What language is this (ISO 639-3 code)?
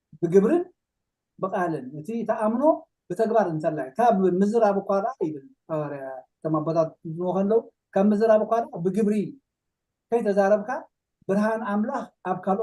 tir